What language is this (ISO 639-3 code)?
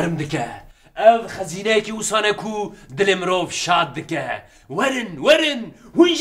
kur